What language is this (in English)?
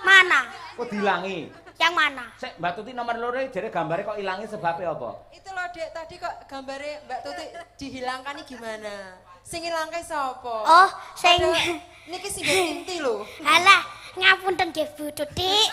Javanese